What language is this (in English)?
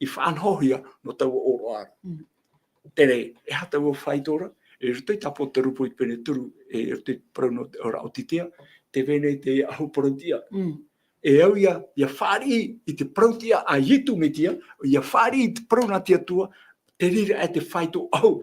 Tahitian